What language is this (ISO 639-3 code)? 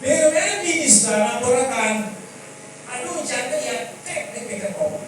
laj